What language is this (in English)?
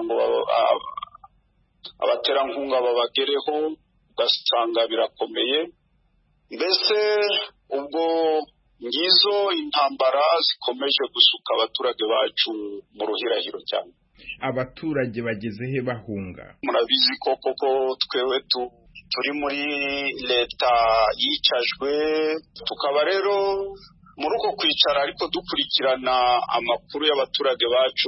Kinyarwanda